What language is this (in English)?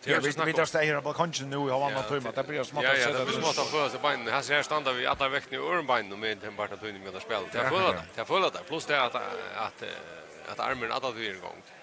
Faroese